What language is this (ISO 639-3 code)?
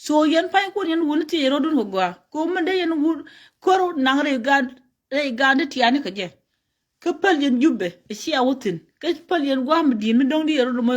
nus